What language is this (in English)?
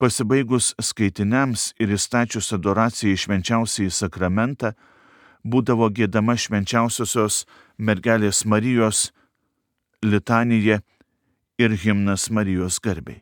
Lithuanian